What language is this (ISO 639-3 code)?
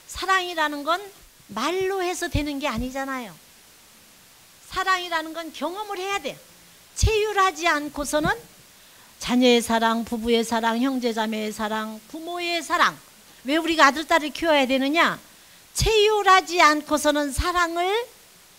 kor